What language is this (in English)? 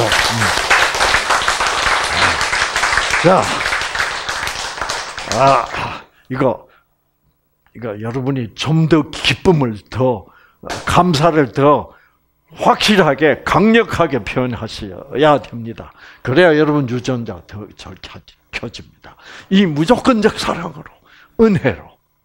Korean